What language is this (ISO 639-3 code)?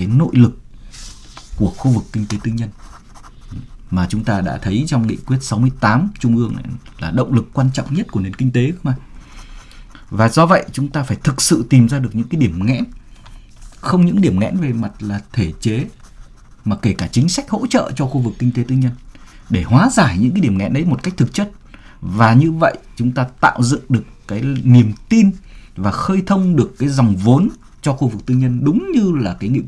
vie